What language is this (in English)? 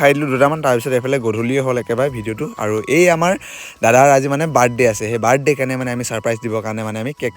Assamese